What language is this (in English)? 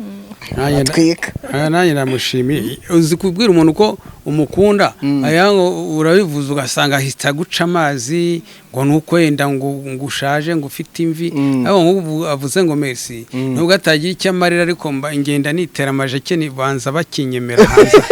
Kinyarwanda